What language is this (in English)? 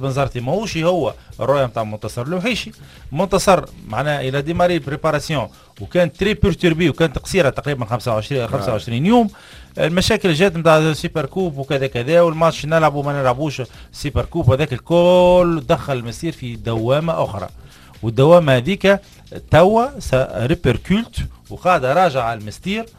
Tunisian Arabic